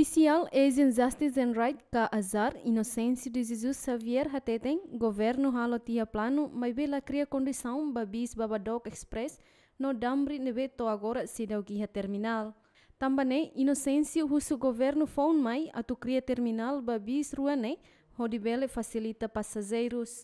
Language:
Tetum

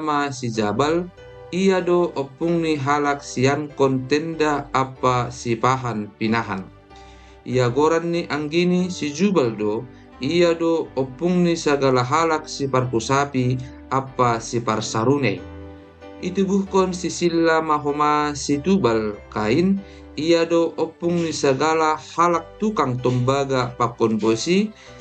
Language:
Batak Simalungun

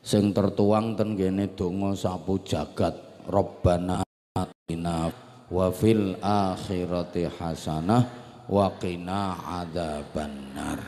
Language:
Javanese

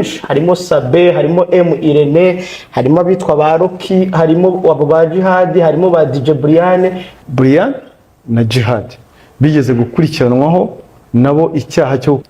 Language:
Kinyarwanda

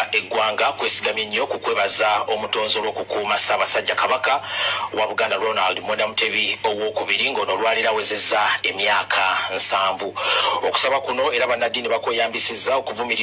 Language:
Ganda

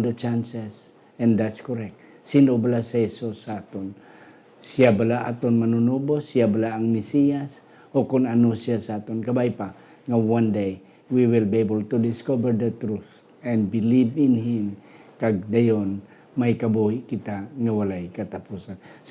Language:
Hiligaynon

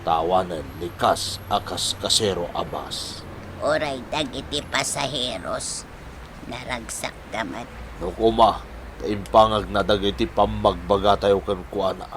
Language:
Iloko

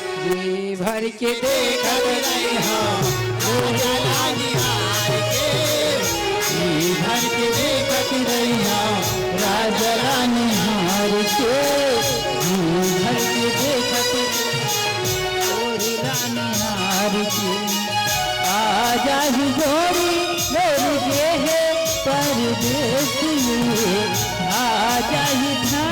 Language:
Chhattisgarhi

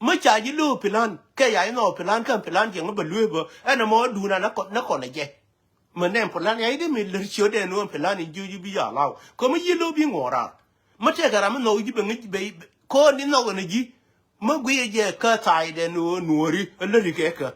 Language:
Nuer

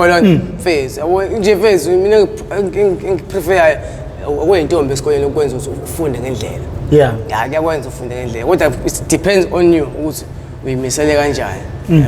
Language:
Zulu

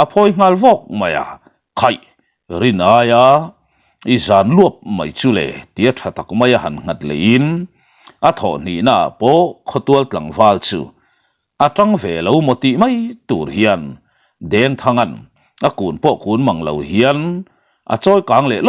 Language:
Mizo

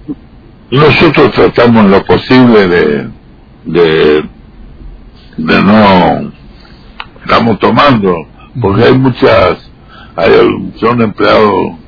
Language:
Spanish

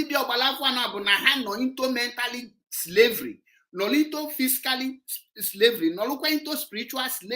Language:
Igbo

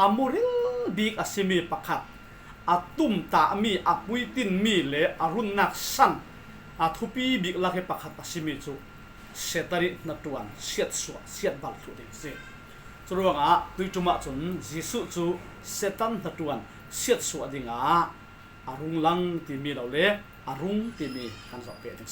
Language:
Falam Chin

